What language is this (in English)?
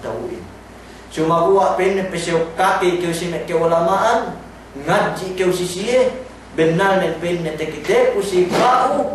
Yakan